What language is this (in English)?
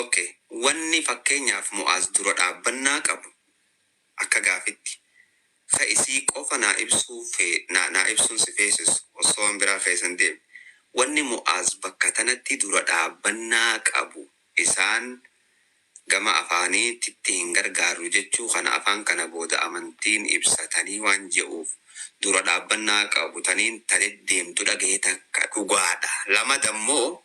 Oromo